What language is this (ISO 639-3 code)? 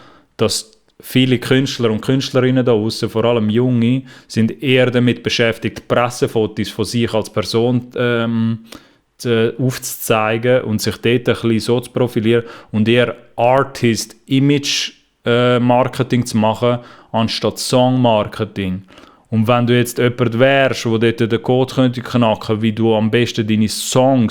gsw